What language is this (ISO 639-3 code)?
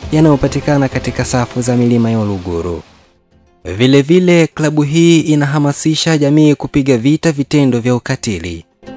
swa